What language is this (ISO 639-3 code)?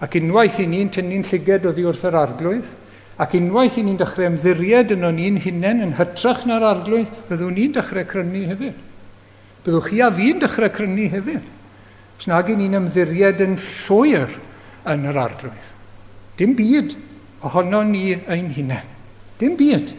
cym